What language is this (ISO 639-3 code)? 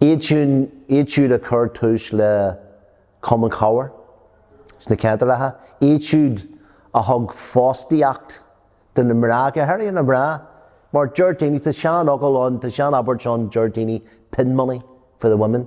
gle